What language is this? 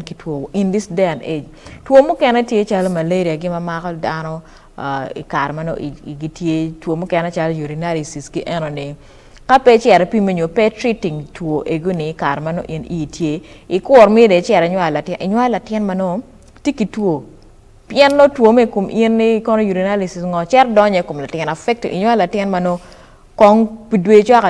Acoli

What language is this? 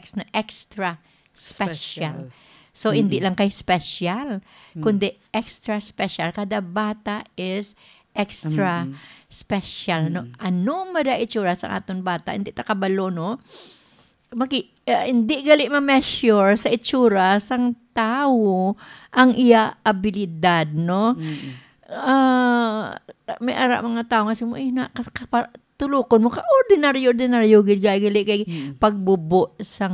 Hiligaynon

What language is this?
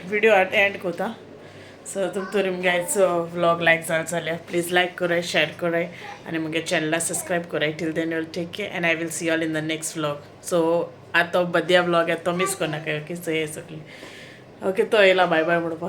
Konkani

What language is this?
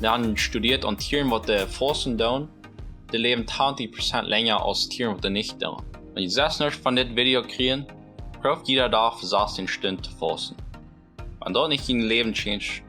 Plautdietsch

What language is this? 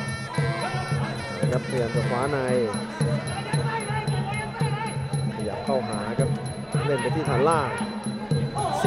Thai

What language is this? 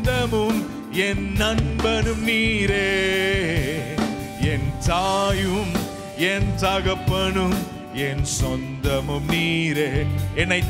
Tamil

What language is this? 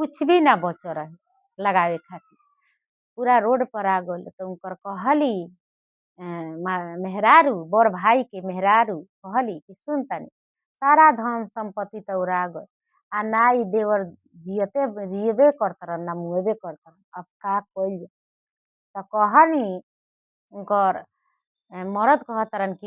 Bhojpuri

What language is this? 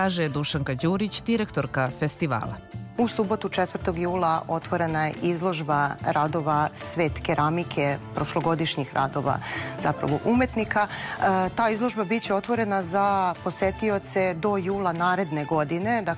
Serbian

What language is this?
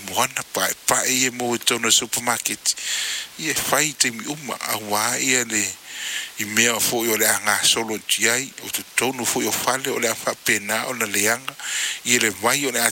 Samoan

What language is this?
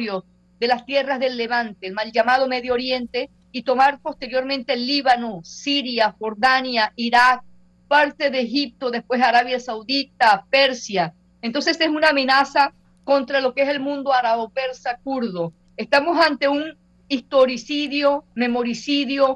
Spanish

